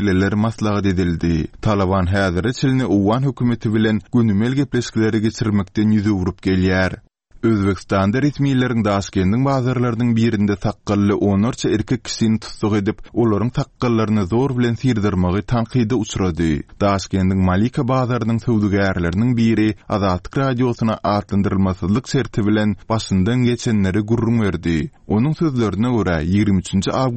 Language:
Turkmen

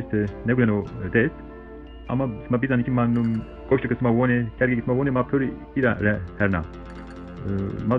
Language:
Zaza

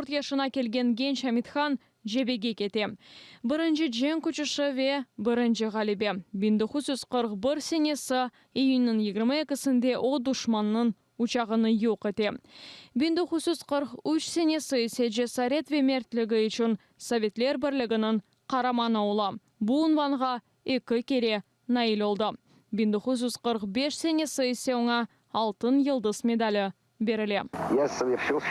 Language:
Crimean Tatar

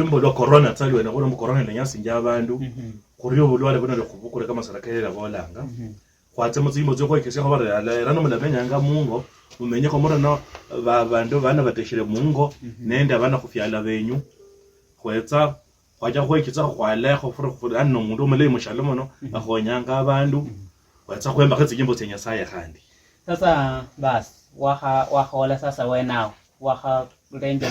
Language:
Luyia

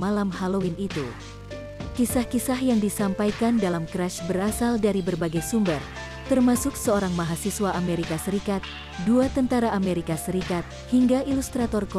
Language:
Indonesian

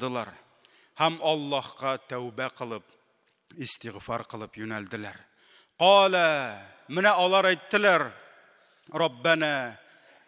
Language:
Tatar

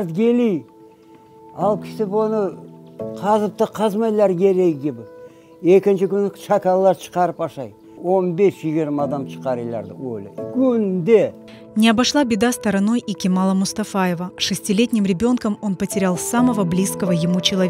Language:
Crimean Tatar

